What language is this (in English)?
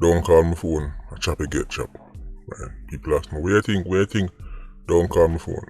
Jamaican Creole English